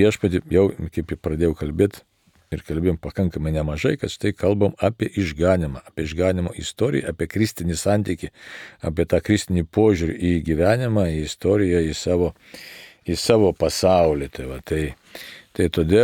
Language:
Lithuanian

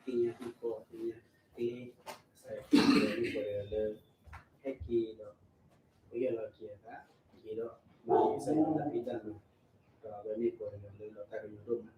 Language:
S'gaw Karen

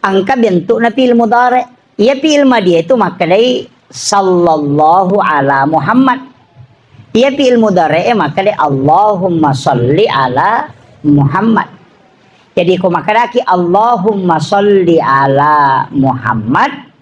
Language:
Buginese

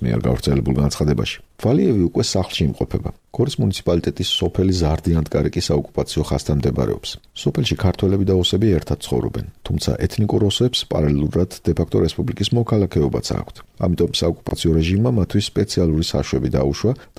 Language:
Georgian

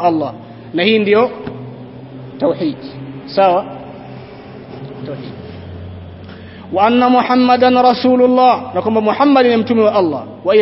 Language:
Swahili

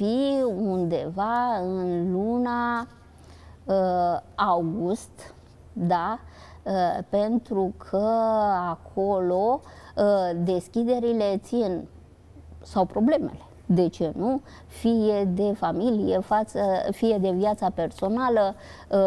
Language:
Romanian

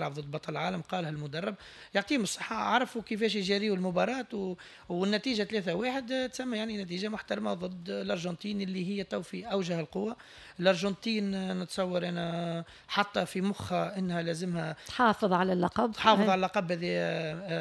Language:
Tunisian Arabic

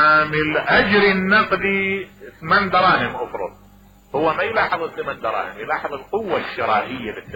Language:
Mesopotamian Arabic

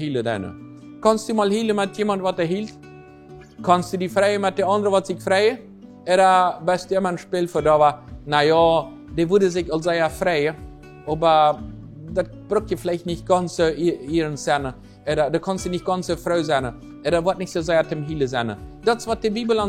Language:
Plautdietsch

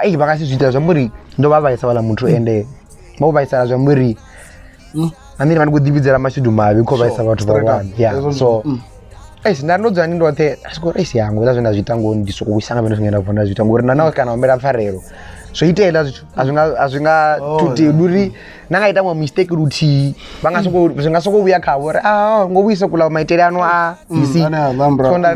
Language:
Venda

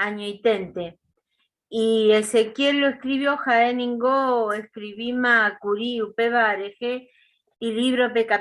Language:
Guarani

